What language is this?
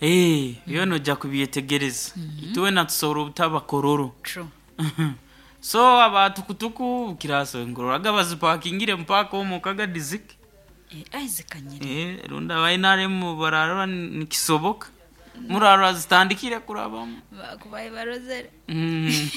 Nyoro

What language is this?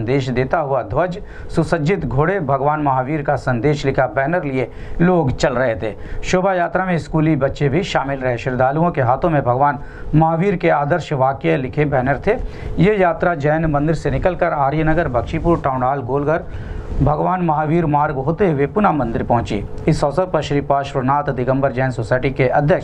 Hindi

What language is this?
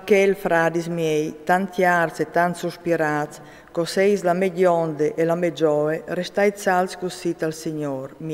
Friulian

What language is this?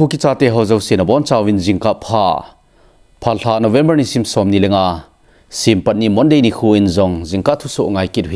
Thado Chin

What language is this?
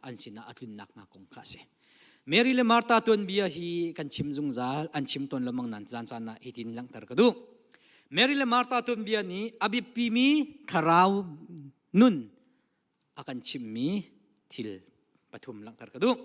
Hakha Chin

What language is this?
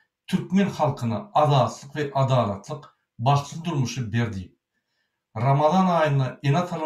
Turkmen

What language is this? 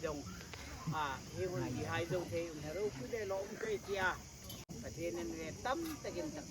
Hmar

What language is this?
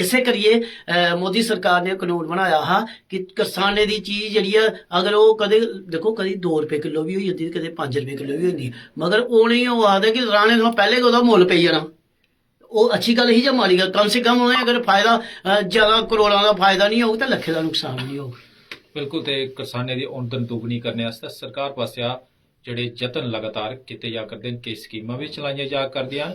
Dogri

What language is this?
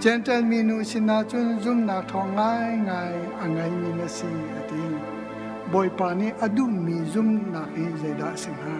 Hakha Chin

